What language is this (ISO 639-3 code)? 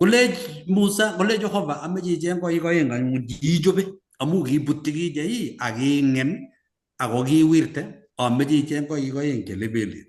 kln